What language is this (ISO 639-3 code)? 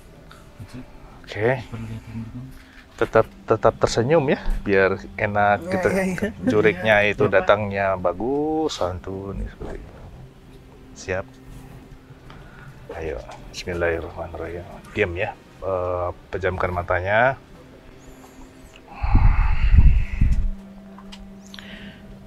ind